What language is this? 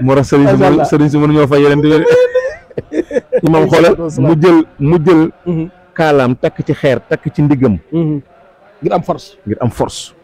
Wolof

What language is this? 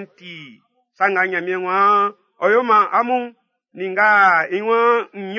Baoulé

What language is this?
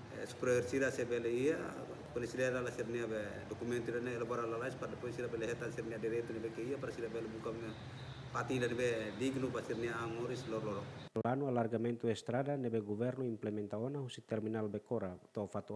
Tetum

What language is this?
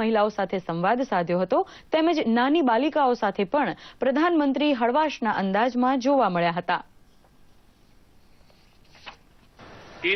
Gujarati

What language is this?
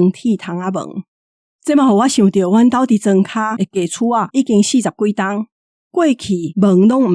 Min Nan Chinese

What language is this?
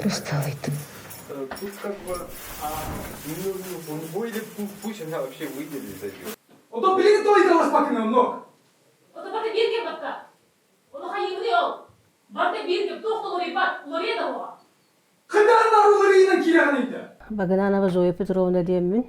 Yakut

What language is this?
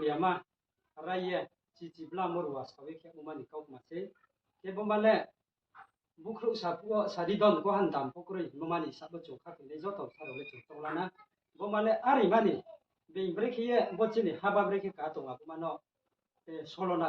Riang (India)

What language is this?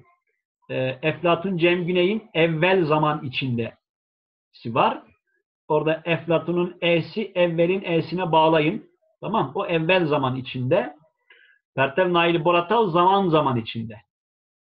Turkish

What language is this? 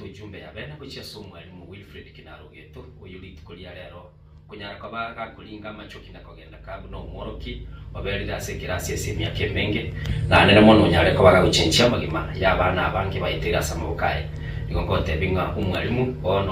Gusii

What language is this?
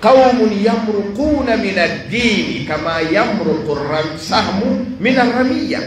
Fula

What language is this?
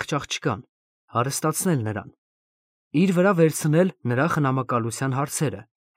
Armenian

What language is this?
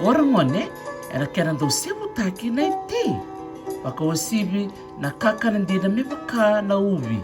Fijian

